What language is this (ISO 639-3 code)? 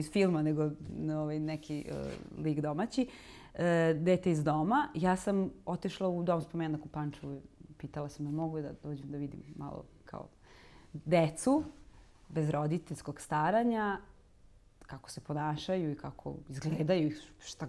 srp